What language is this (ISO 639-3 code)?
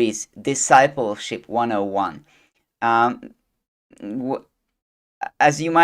eng